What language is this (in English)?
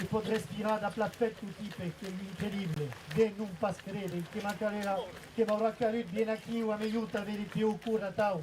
Occitan